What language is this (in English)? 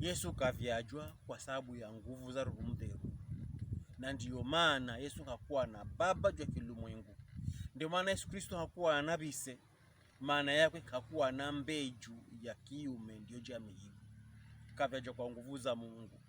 Pokomo